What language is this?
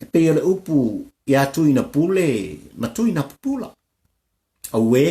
Samoan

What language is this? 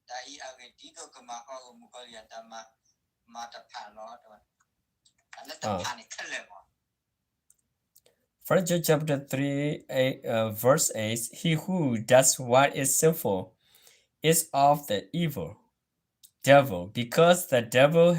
S'gaw Karen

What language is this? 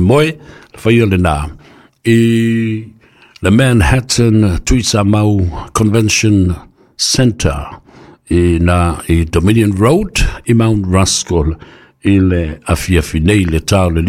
Samoan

